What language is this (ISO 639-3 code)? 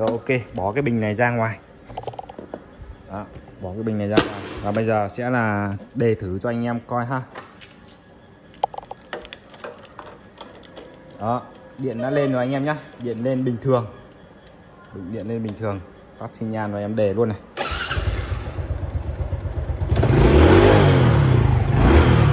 vie